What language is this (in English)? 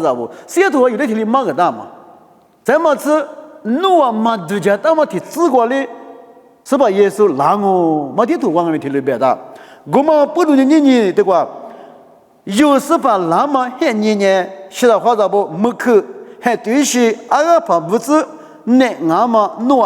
Lisu